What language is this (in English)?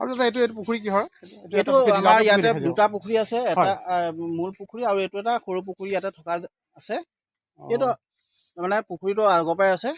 Assamese